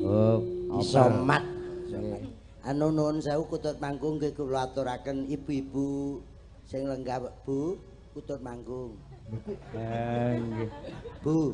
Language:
Javanese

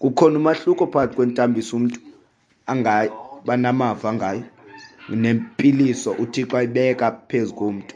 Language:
Xhosa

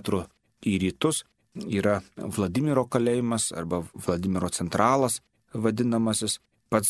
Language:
Lithuanian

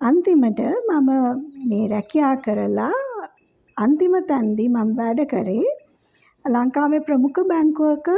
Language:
Sinhala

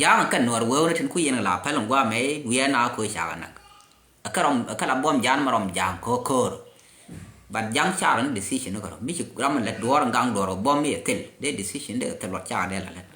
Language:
Nuer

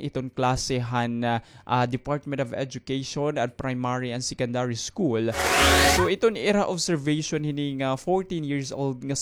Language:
Waray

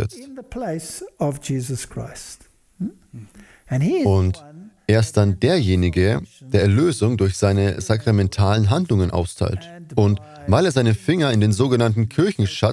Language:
German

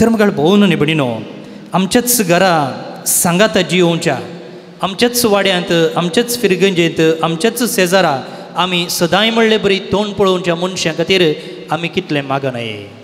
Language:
Konkani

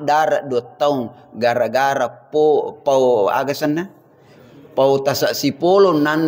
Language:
Buginese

